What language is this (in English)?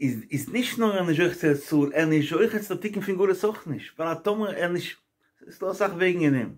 Yiddish